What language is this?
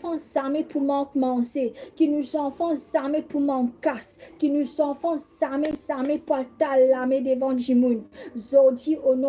Morisyen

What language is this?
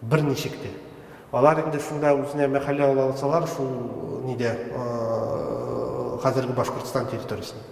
Tatar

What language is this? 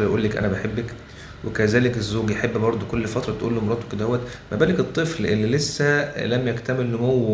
Egyptian Arabic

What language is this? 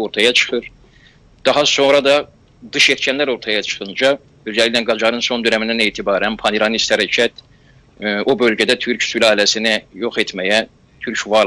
South Azerbaijani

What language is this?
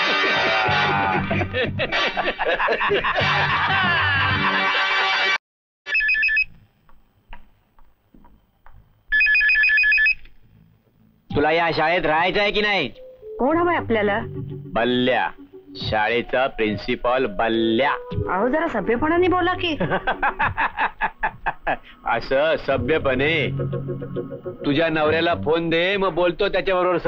Marathi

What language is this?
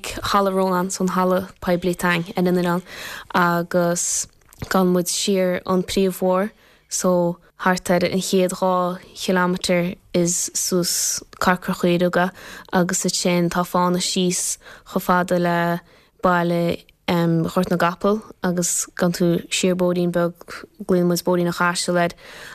Irish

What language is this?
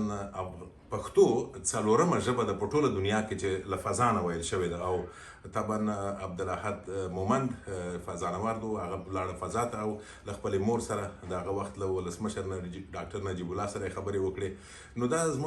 Pashto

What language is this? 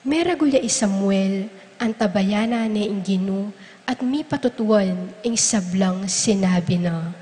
Pampanga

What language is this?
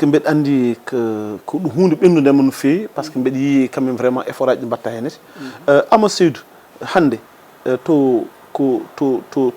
Fula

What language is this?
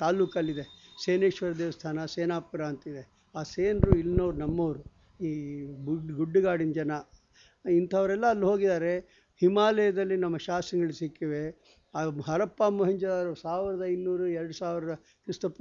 Kannada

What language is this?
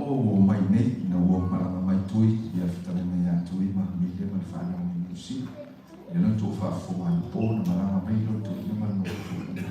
Samoan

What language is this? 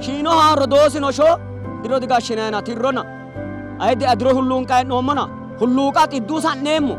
Sidamo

